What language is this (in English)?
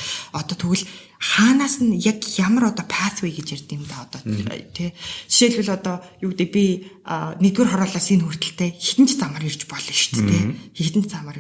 Mongolian